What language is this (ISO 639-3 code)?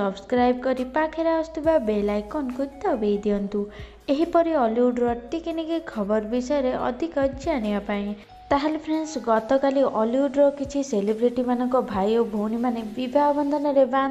ori